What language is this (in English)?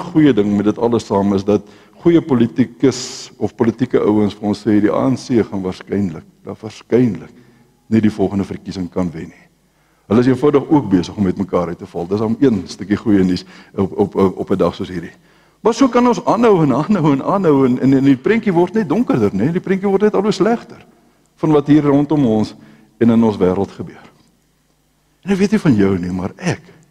Afrikaans